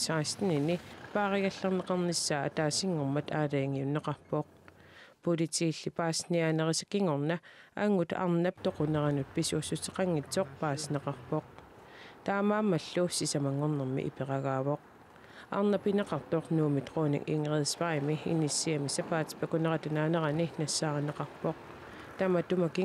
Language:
Kalaallisut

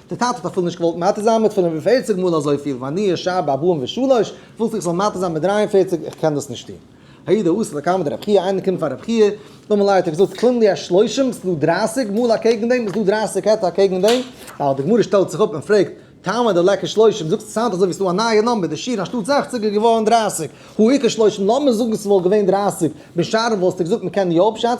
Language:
Yiddish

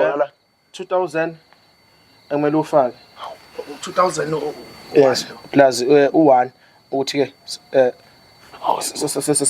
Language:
Zulu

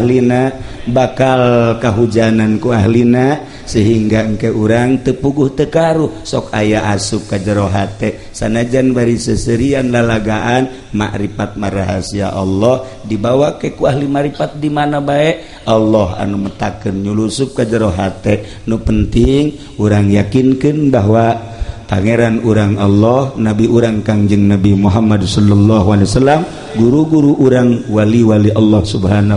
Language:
Sundanese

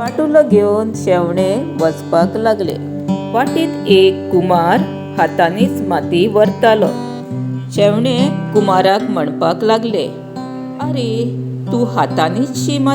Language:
Konkani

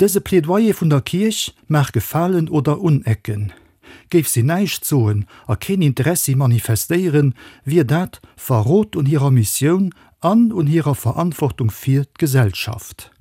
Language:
Luxembourgish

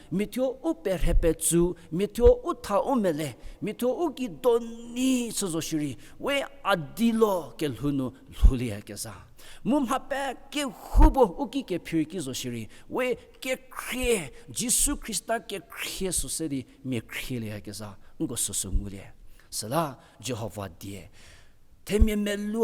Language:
Angami Naga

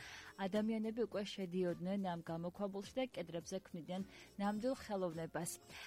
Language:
Georgian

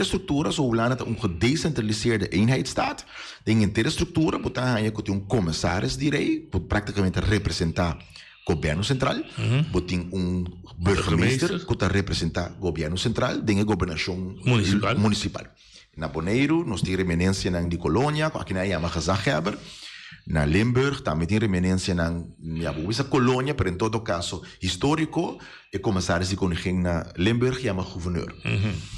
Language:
Papiamento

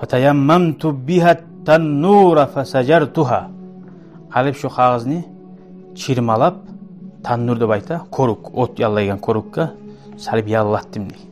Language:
Kumyk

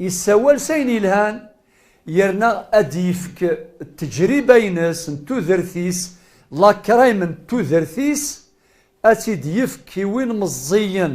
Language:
Kabyle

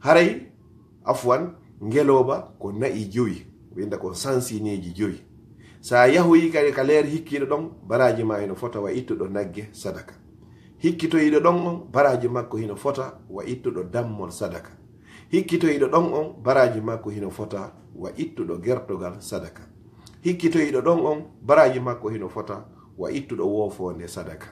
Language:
Fula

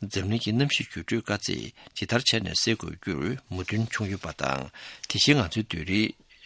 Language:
Tibetan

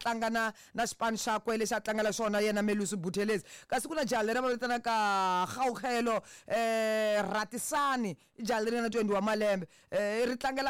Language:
Tsonga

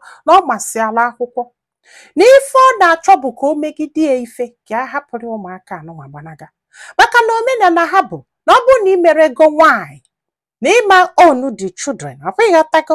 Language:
Igbo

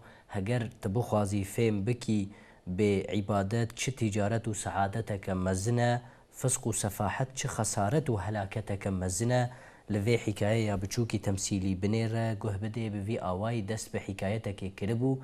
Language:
Kurdish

